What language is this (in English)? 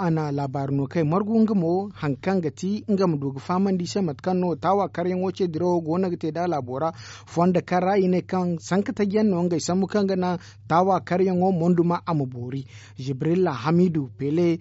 Zarma